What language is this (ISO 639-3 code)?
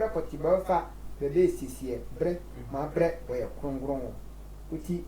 sfw